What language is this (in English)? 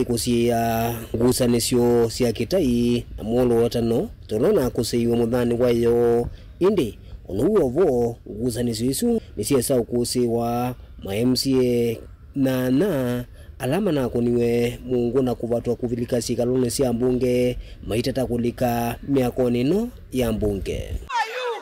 Kamba